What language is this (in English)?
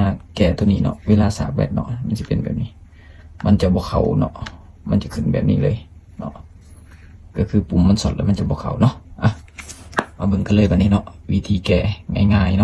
Lao